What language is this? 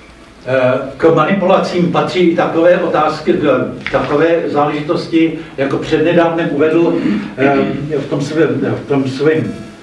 Czech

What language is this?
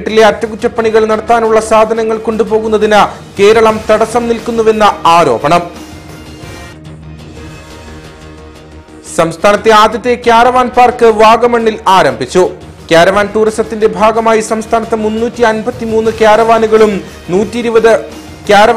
Malayalam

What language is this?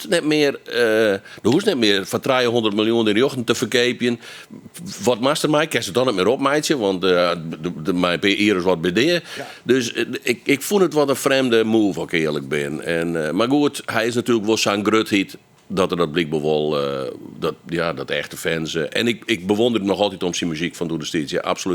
Western Frisian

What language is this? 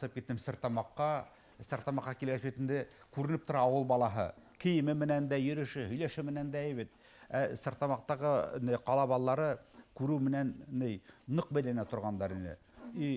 Bashkir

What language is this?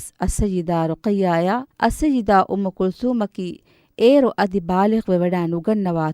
Divehi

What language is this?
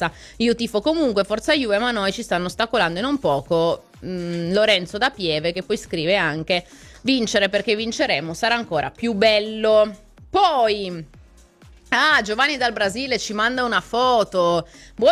Italian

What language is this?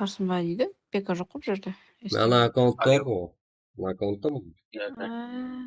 Kara-Kalpak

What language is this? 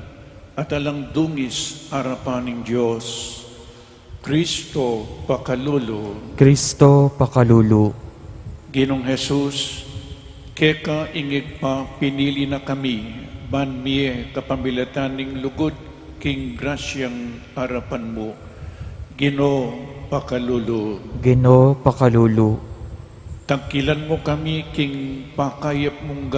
Pampanga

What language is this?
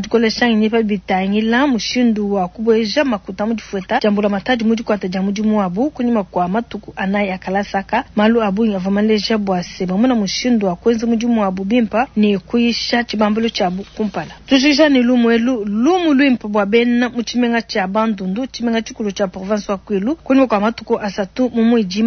Luba-Lulua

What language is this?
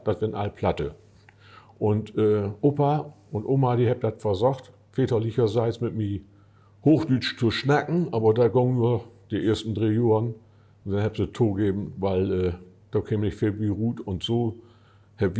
Low German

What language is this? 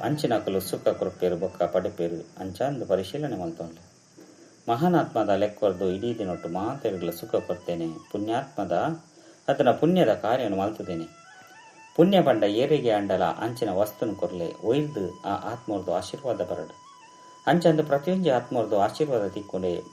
Tulu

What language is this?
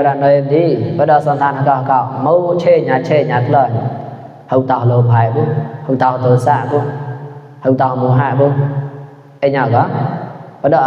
Mon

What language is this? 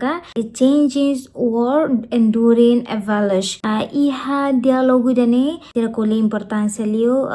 Tetum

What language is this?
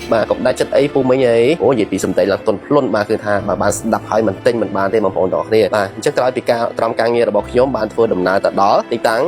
Khmer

